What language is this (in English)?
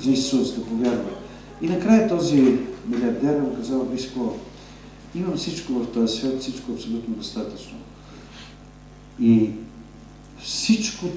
Bulgarian